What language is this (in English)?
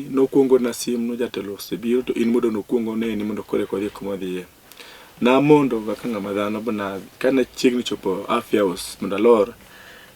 Luo (Kenya and Tanzania)